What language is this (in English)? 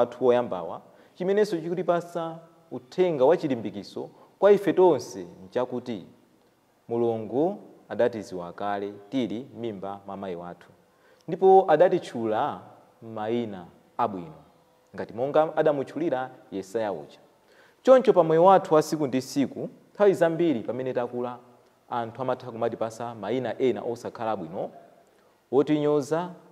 Nyanja